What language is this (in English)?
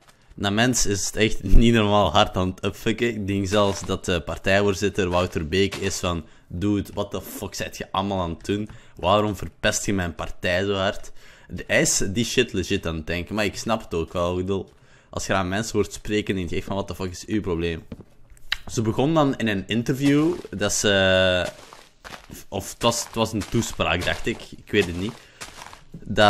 Dutch